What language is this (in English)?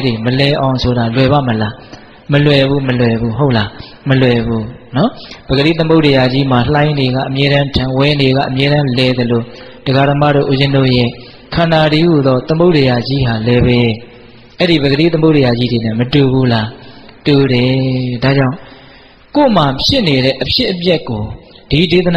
Burmese